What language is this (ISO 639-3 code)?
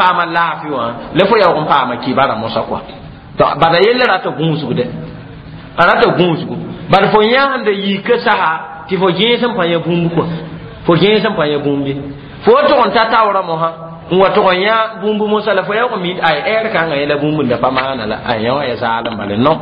mos